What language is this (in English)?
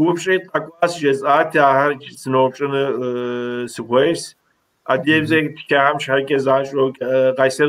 Kabardian